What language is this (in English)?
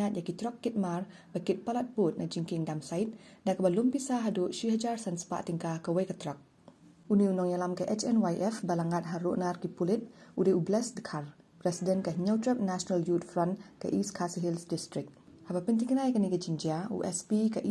Khasi